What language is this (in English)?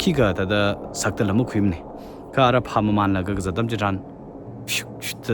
Tangkhul Naga (India)